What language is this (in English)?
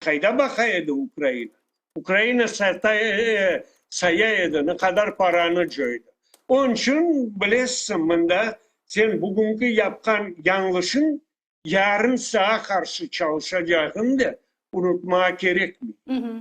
Crimean Tatar